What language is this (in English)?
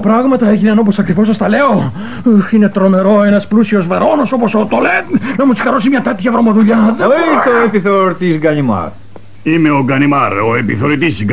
Greek